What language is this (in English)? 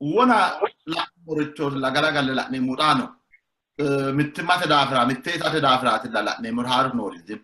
Sidamo